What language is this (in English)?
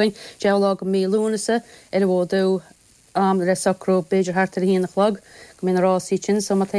Irish